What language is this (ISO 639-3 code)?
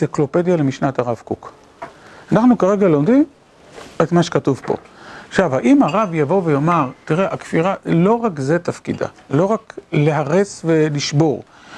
heb